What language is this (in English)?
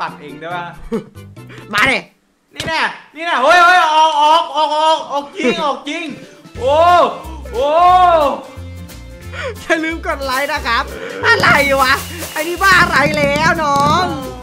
Thai